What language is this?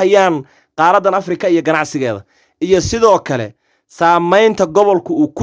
Somali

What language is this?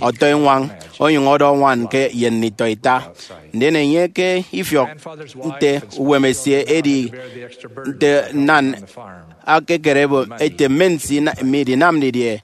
Efik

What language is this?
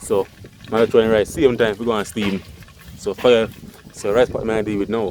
Jamaican Creole English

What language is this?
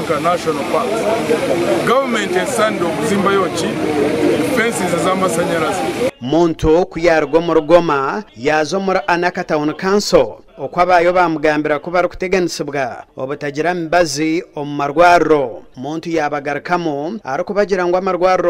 Nyankole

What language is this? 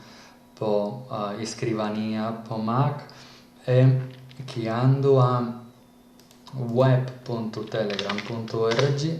Sardinian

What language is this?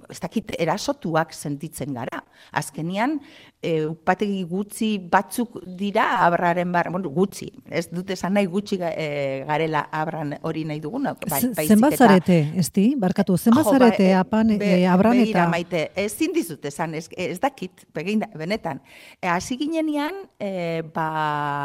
Basque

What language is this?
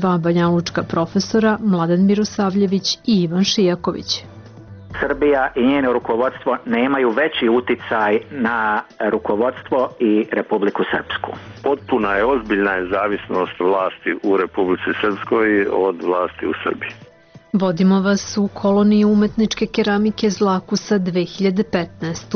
Serbian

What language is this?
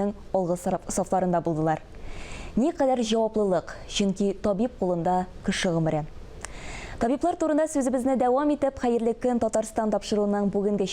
Tatar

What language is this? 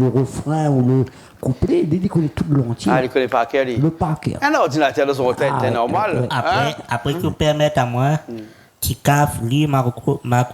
Réunion Creole French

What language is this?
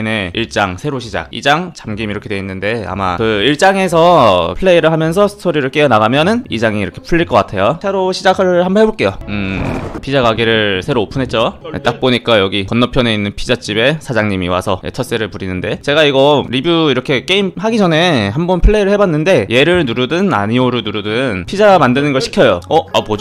Korean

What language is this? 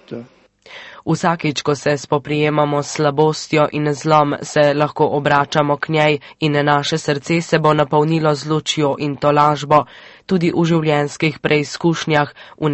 Slovenian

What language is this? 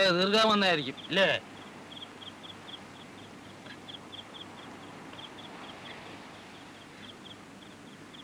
Malayalam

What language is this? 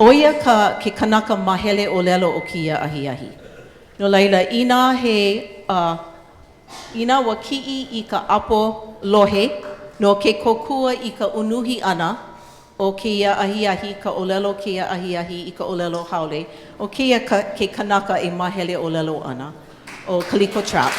Hawaiian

